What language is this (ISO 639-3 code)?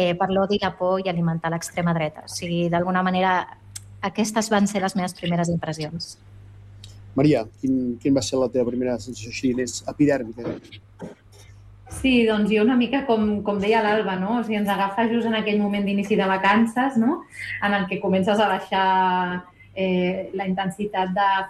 cat